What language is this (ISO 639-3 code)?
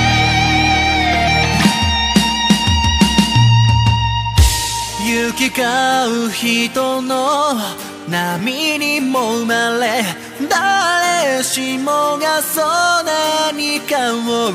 jpn